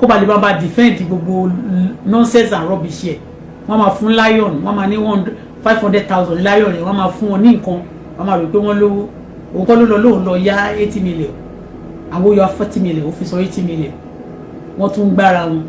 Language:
Yoruba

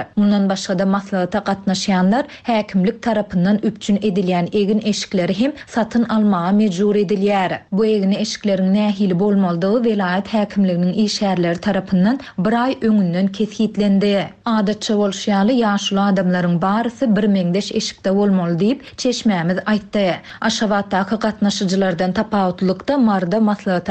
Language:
Turkmen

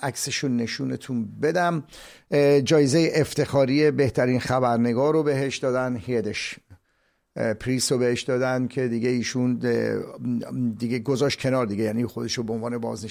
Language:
Persian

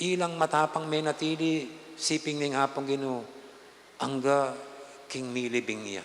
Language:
Pampanga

